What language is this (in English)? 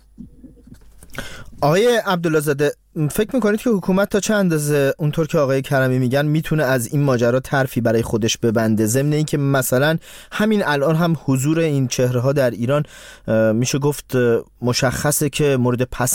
Persian